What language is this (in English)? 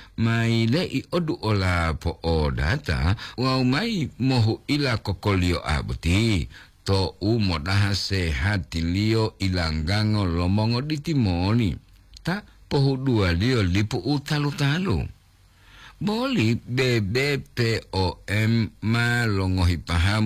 Gorontalo